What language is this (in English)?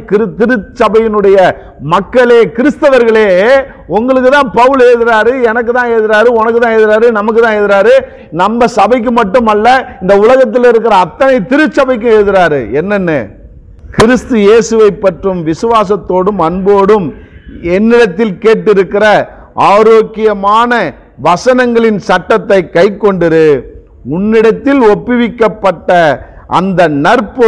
Tamil